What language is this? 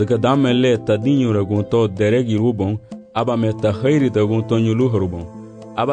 Garifuna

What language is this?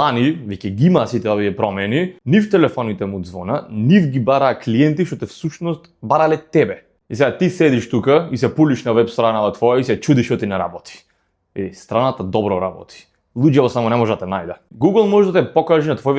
Macedonian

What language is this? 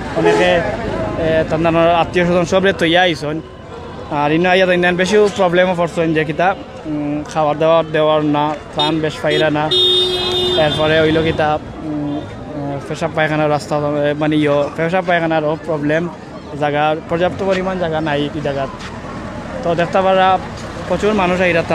Sylheti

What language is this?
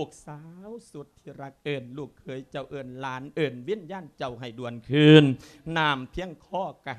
Lao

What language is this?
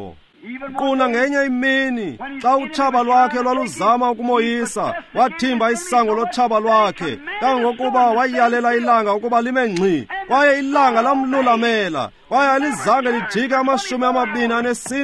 Xhosa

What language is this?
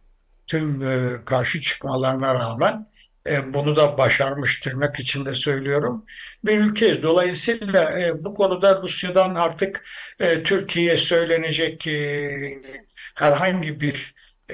Turkish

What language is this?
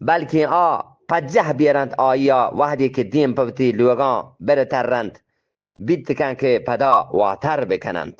Eastern Balochi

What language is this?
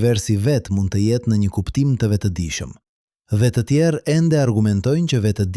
Albanian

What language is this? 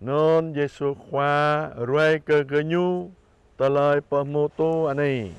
Jarai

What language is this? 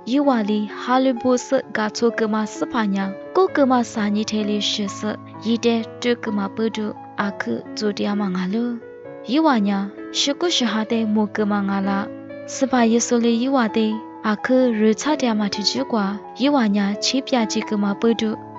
Lisu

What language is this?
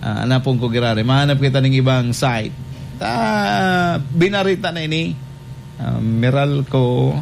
Bikol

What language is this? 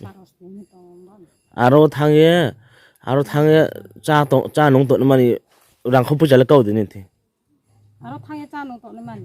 Riang (India)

